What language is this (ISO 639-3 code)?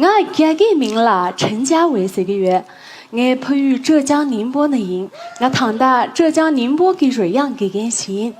bod